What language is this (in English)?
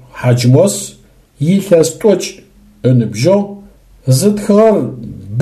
Adyghe